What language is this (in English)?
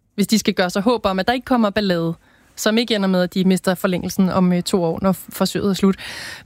Danish